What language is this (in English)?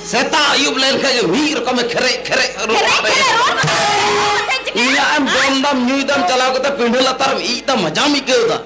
Santali